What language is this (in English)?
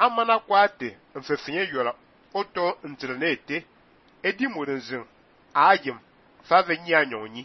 Fang